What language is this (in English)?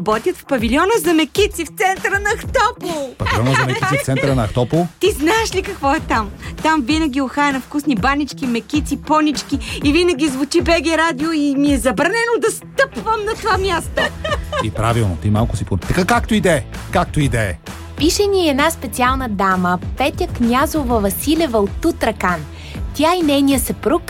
Bulgarian